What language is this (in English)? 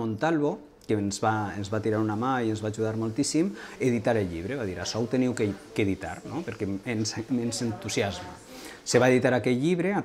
Catalan